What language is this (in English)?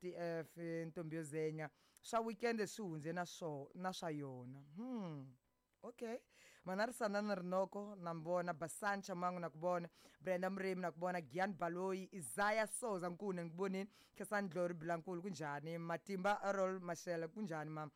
Tsonga